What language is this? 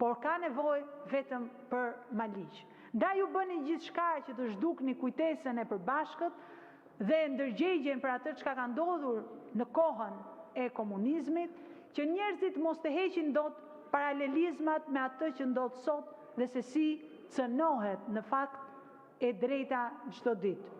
Albanian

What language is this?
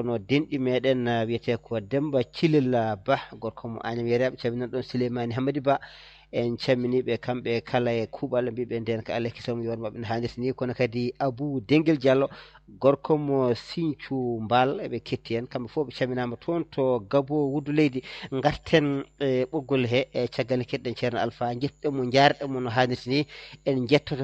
Fula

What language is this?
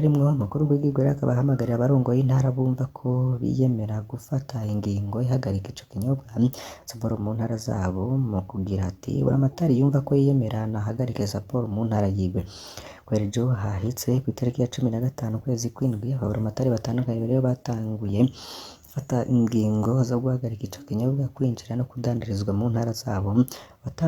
Rundi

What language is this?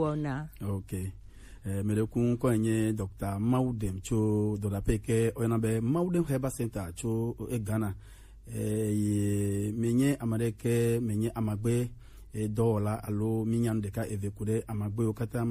Gen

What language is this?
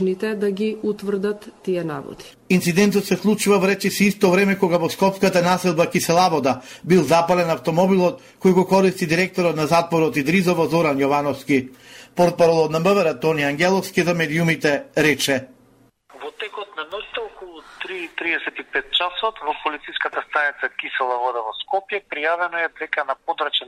Macedonian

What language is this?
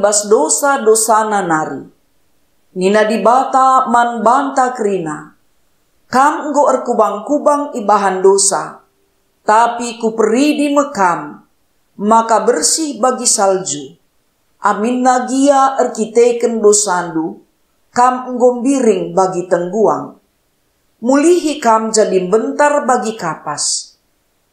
Batak Karo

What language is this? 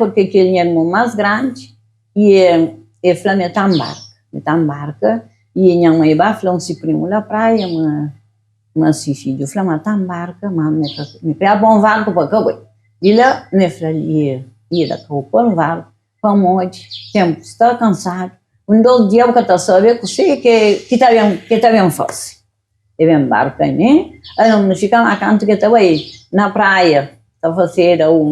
Kabuverdianu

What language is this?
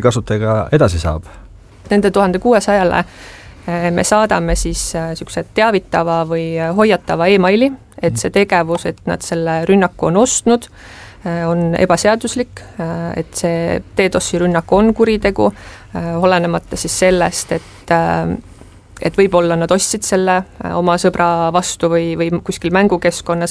Estonian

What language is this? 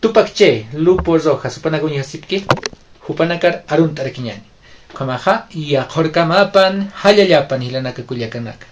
Aymara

